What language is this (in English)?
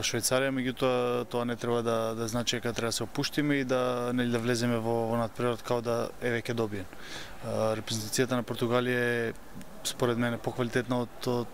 Macedonian